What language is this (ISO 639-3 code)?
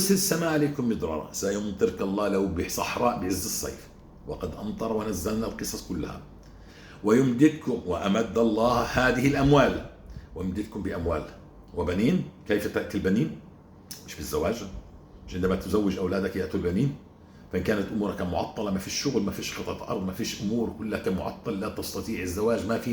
apc